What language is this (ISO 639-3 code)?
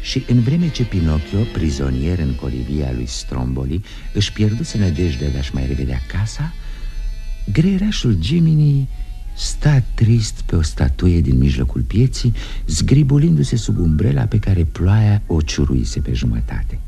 ron